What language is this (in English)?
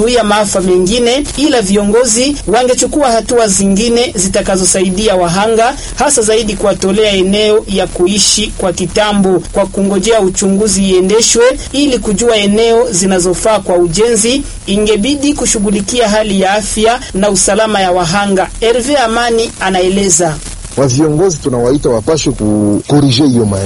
Swahili